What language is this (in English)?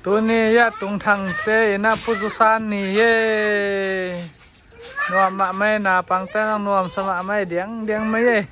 Tedim Chin